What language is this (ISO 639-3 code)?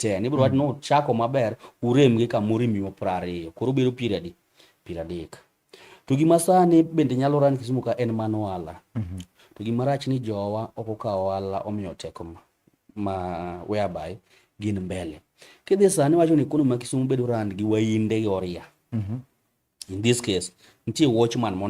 luo